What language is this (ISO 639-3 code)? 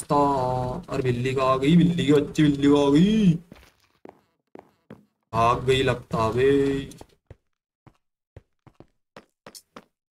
hin